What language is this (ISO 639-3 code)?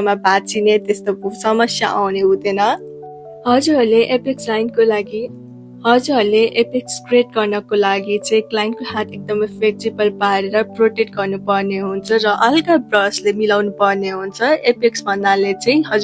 nep